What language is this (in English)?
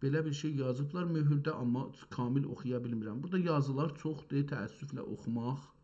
South Azerbaijani